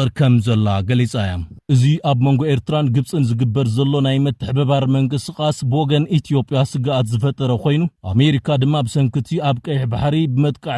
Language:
Tigrinya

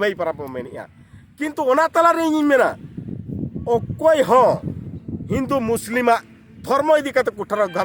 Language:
Santali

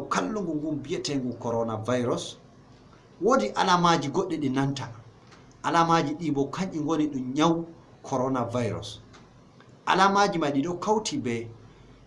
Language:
Fula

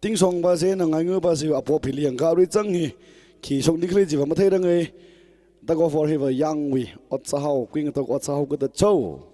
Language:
Tangkhul Naga (India)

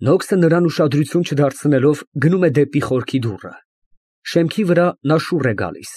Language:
Armenian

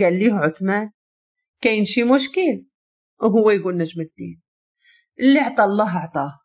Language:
Moroccan Arabic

